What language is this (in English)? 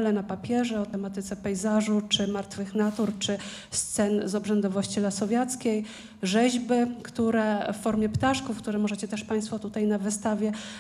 Polish